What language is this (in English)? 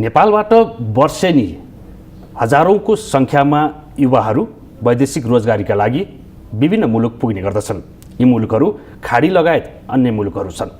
Nepali